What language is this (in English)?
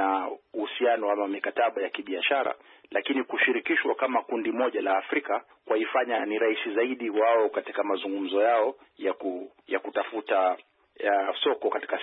Swahili